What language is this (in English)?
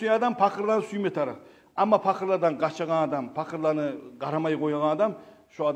Kumyk